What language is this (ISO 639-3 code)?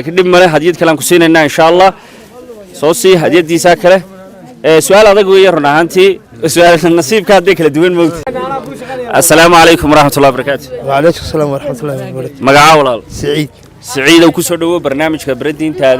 som